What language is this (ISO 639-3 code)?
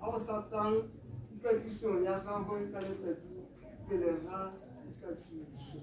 tsn